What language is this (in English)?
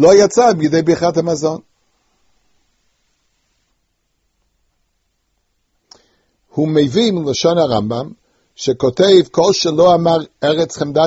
Hebrew